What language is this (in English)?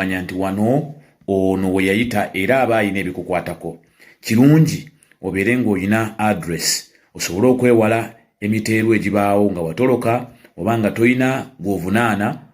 Ganda